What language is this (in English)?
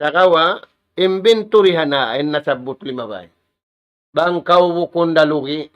Tausug